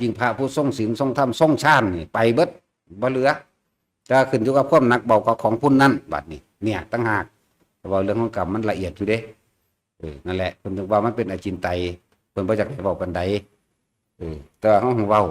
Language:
Northeastern Thai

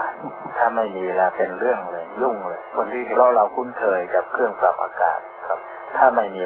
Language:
Thai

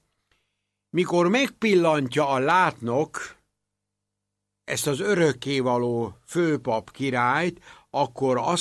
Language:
Hungarian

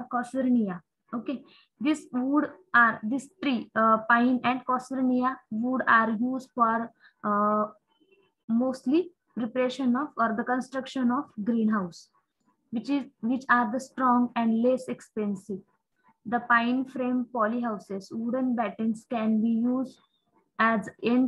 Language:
English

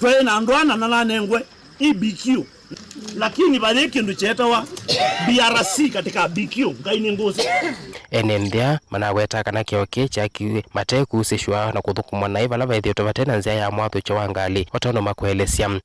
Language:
Kamba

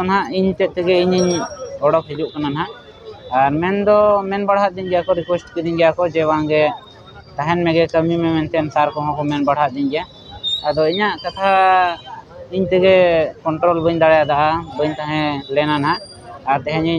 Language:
Santali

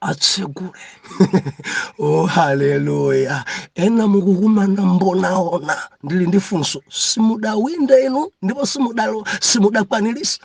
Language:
Nyanja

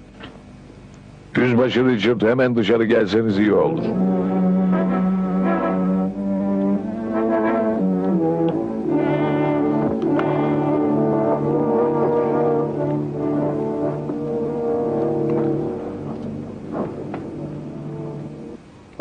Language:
Turkish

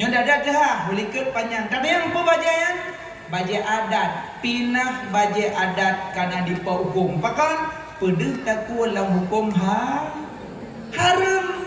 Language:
Achinese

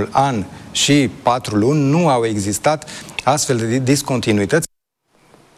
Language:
Romanian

